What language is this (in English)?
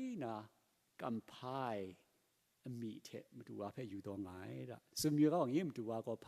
Kachin